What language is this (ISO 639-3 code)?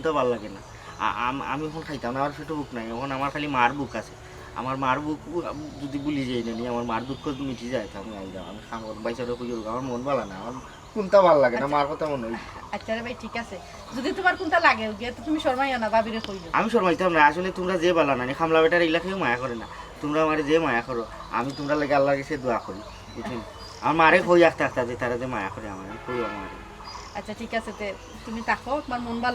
syl